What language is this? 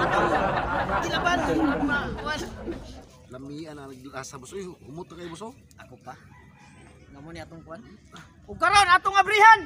Cebuano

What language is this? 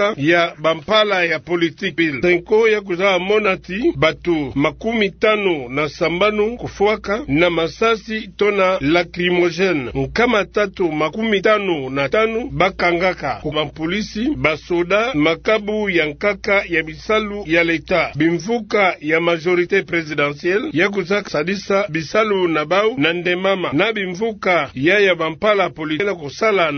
Kituba (Democratic Republic of Congo)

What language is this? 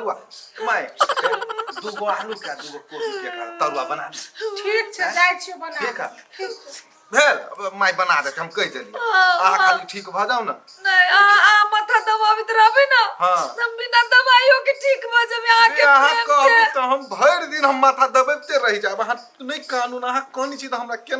Maithili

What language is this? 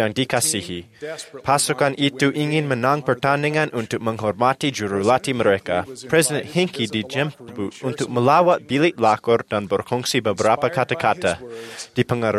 Malay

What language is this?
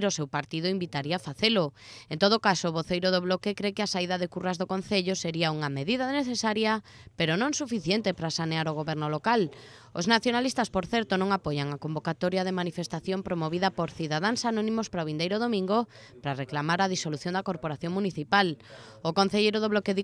Galician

